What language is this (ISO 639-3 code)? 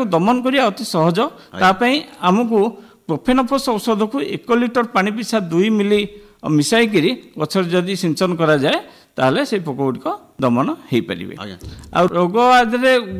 ori